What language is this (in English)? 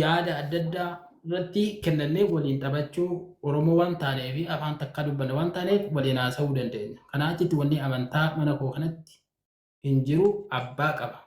Oromo